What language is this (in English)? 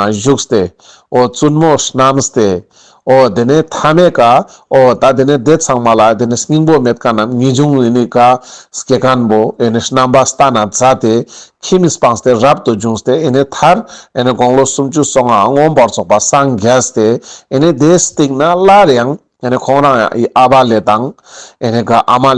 Ladakhi